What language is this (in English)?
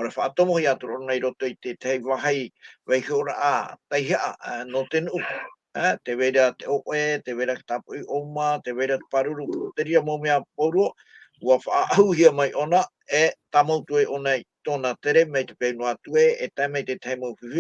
Tahitian